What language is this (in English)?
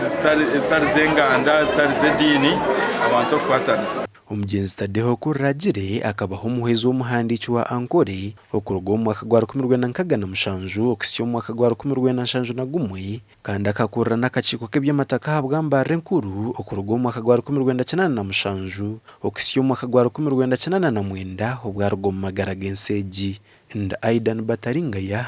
Nyankole